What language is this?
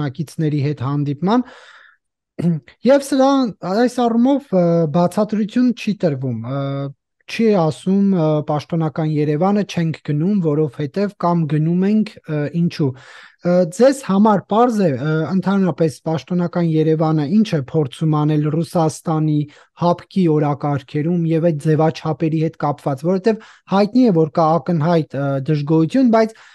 Armenian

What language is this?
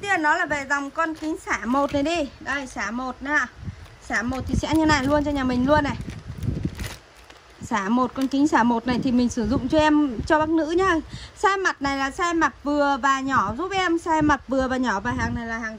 Vietnamese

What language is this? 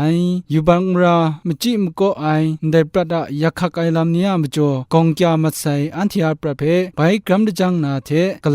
Kachin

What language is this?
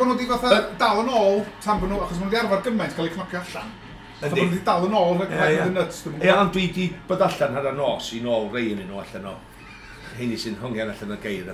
Welsh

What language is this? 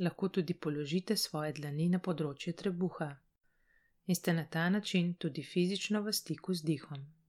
Slovenian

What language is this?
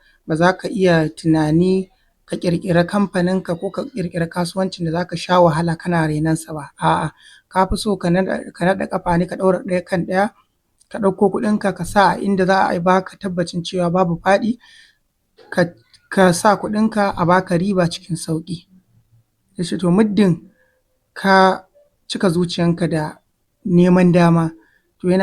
Hausa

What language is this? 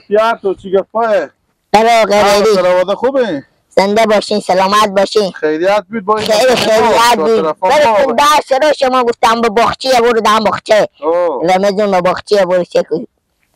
Persian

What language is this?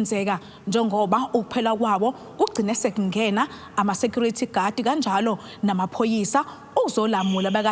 Zulu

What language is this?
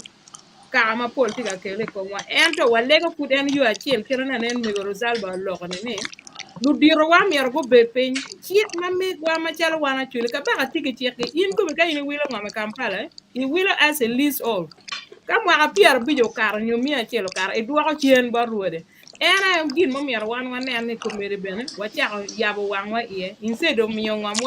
Acoli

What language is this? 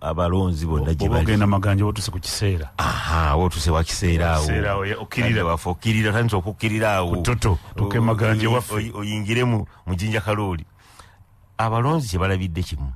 Ganda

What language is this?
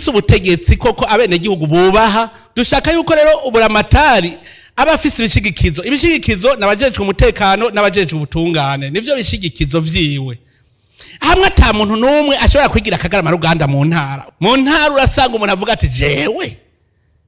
Rundi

